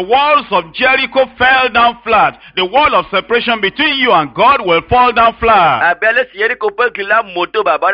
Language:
Ewe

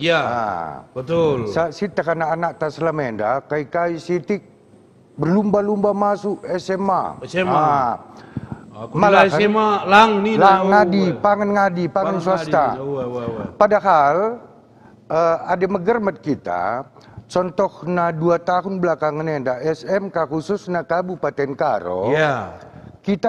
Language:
Batak Karo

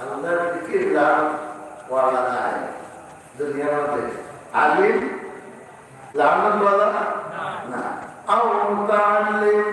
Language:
Sylheti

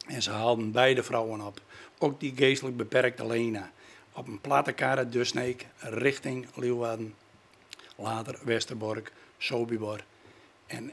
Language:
Western Frisian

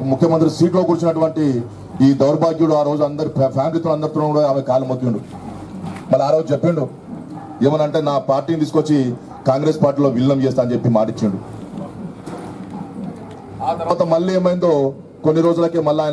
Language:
Telugu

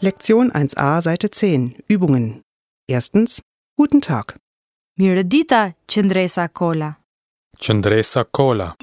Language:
Albanian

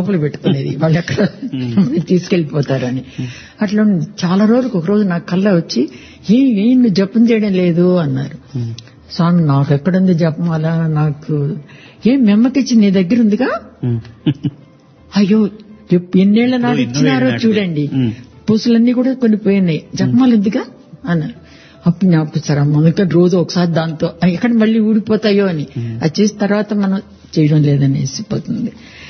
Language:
Telugu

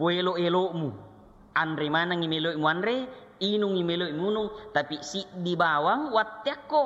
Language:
Buginese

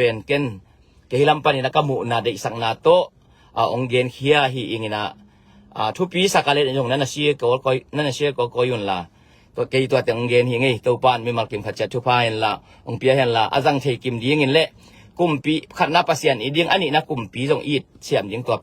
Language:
Tedim Chin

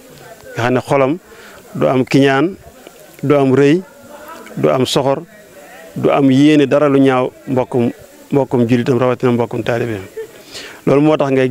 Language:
Wolof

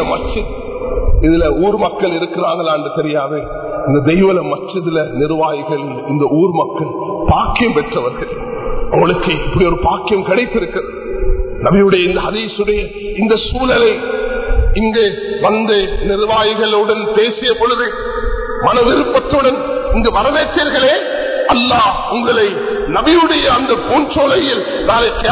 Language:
Tamil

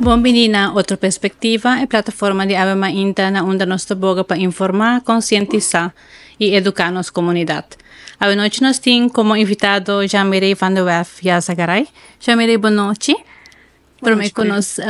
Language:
Papiamento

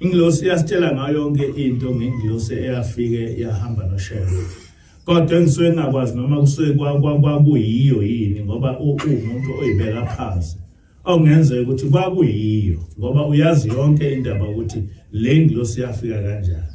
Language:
Zulu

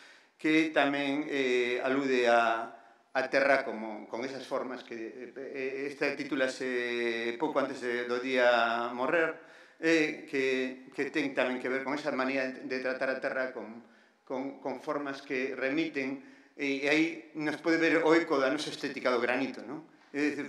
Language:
Galician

